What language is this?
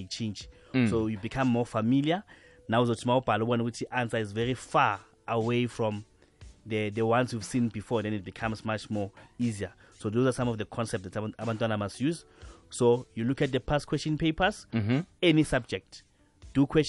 South Ndebele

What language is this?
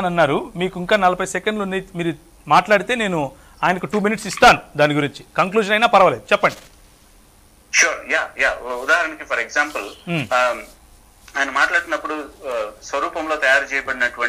Telugu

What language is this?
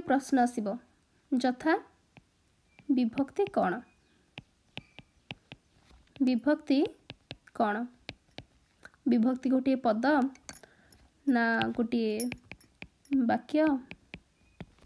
Odia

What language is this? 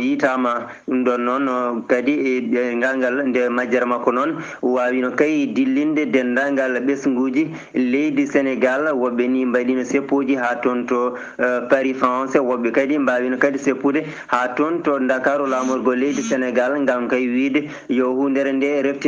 Fula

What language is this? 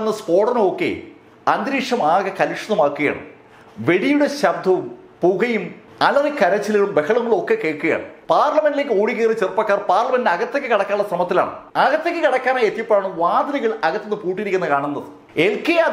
Malayalam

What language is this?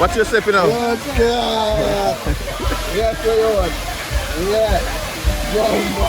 Jamaican Creole English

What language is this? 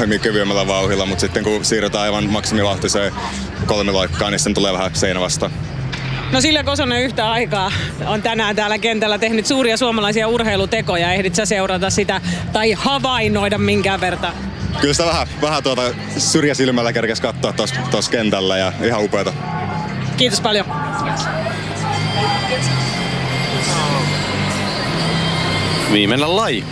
Finnish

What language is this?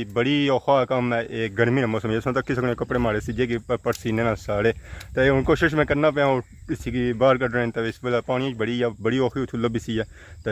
Pahari-Potwari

